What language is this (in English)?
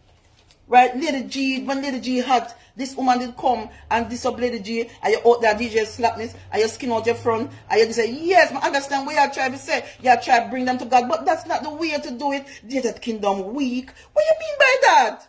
Jamaican Creole English